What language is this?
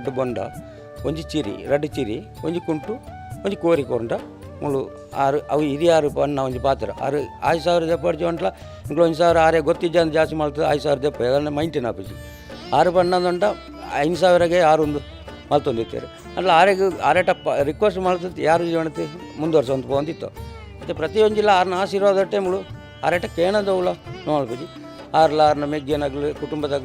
Tulu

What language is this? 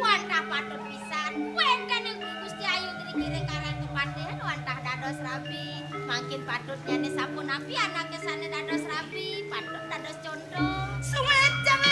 Balinese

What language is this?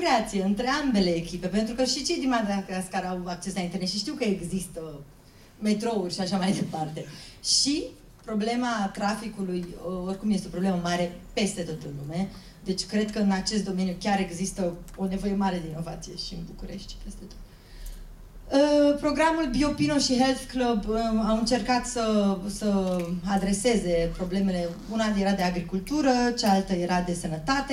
Romanian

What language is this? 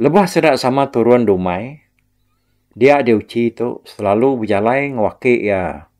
Iban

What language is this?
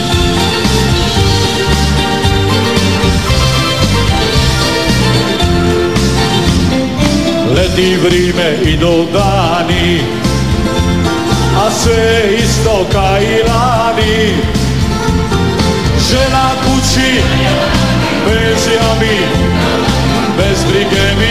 Croatian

